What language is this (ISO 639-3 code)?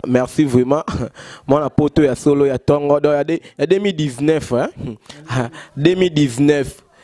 lin